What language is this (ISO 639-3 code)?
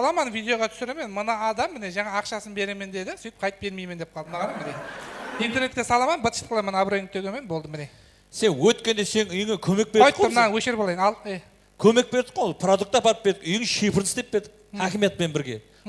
kaa